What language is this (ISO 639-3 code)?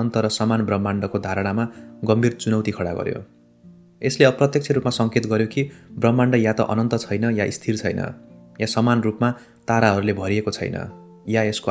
nep